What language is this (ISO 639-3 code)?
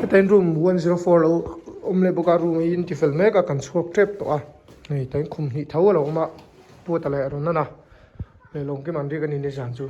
lus